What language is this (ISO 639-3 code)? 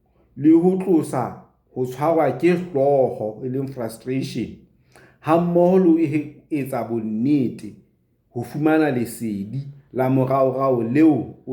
sot